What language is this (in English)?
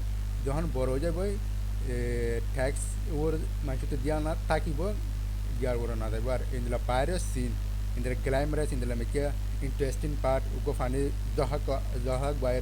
Rohingya